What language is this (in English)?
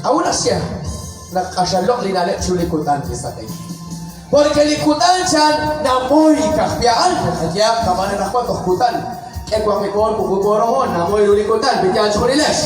Kekchí